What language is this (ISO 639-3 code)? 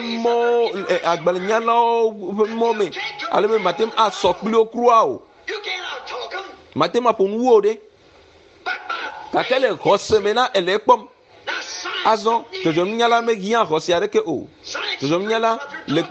ewe